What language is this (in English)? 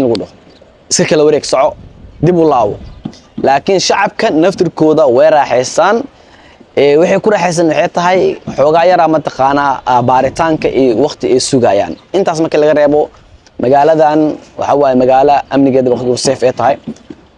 Somali